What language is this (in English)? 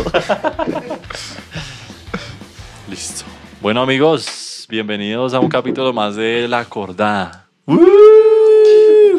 Spanish